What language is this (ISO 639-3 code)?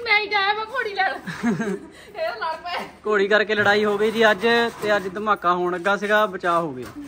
pan